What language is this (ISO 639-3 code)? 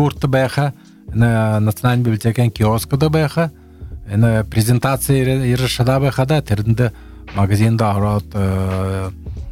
bua